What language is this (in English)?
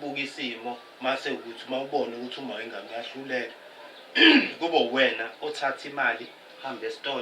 Zulu